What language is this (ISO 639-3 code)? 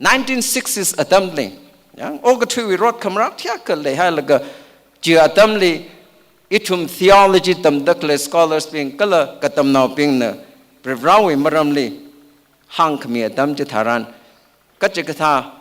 nmf